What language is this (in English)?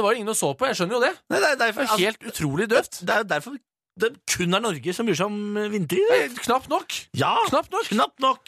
Norwegian